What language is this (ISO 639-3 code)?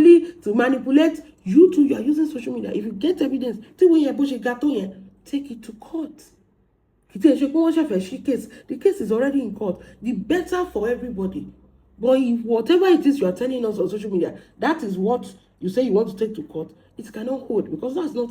yor